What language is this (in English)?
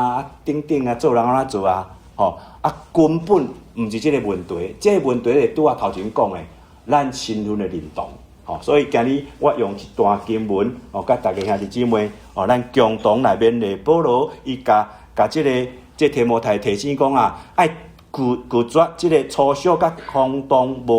Min Nan Chinese